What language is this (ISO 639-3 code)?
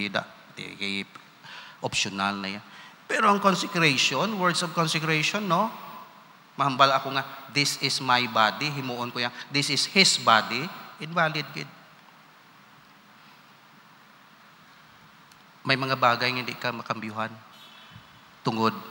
hil